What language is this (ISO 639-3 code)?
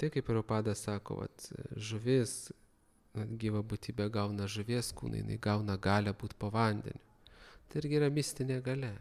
lit